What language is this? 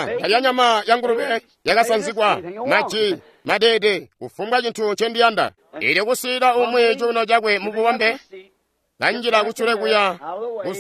Tonga (Zambia)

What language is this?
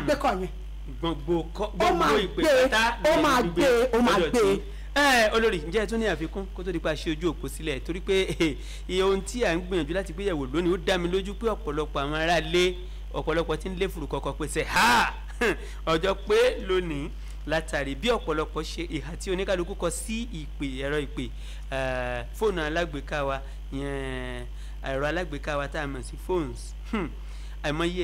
Yoruba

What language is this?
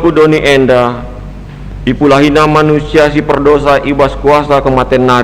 Batak Karo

